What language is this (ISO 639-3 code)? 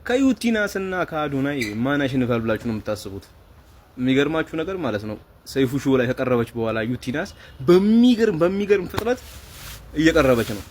amh